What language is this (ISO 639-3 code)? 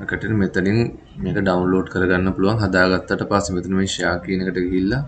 sin